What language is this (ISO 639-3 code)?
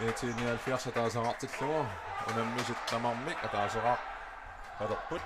kal